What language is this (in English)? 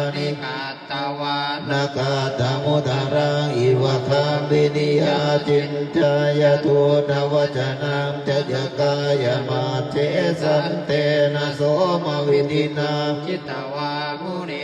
Pali